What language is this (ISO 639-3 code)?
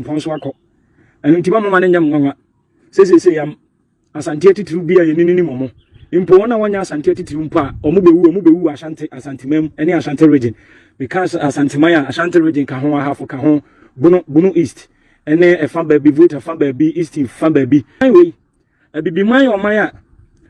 aka